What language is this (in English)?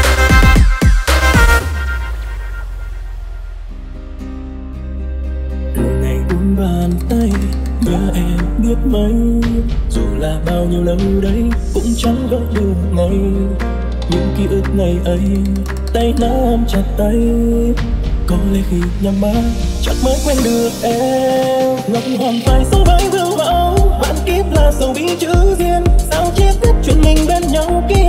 Vietnamese